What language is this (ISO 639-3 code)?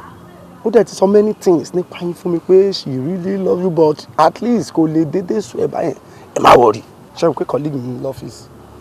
yor